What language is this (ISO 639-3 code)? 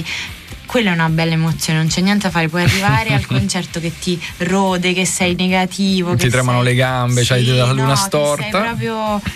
ita